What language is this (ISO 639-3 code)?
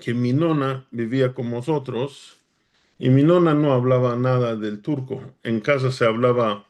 lad